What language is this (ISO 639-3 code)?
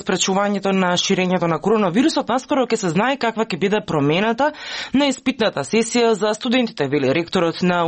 mkd